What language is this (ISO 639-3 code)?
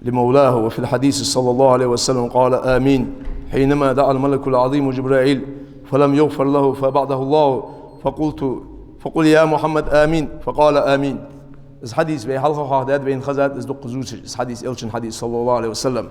inh